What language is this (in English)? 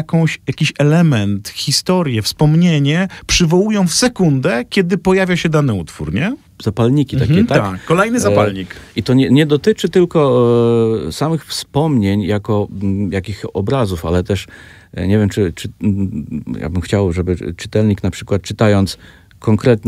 Polish